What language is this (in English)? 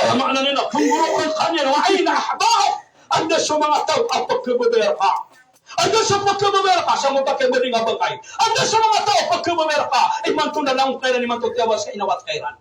Maranao